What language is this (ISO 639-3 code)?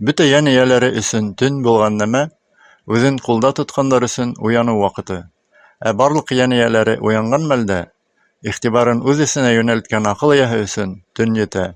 bak